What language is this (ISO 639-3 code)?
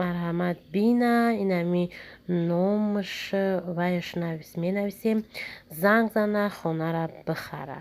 tgk